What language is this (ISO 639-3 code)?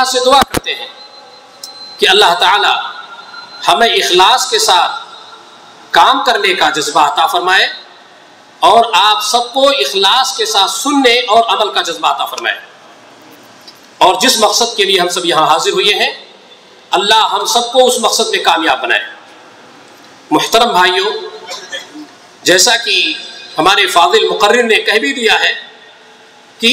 urd